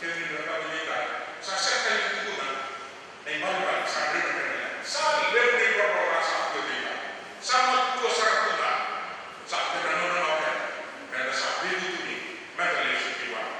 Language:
Fijian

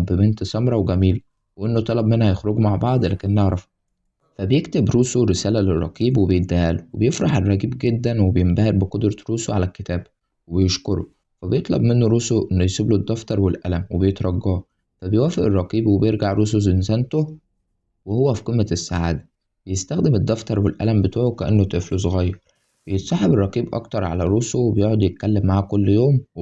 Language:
Egyptian Arabic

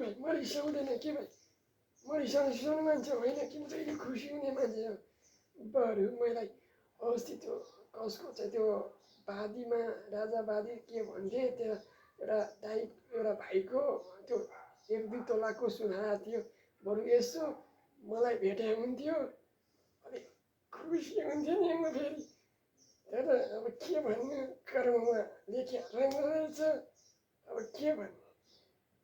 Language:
Nepali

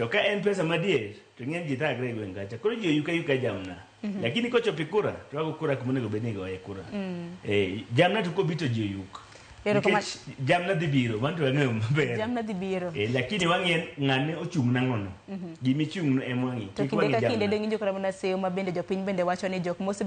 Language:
Luo (Kenya and Tanzania)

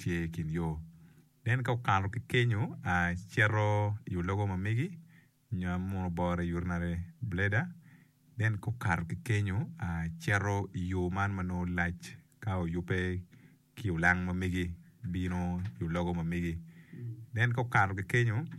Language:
Acoli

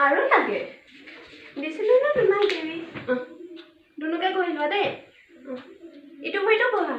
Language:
Assamese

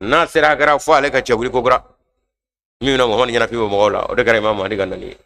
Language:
Bambara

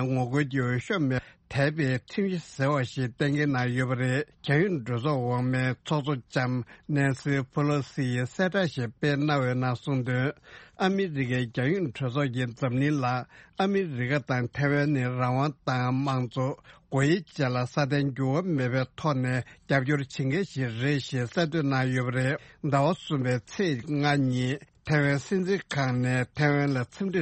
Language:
Tibetan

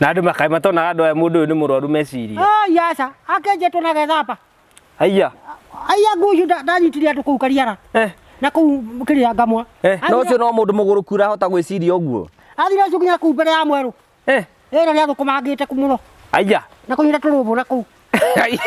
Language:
Kikuyu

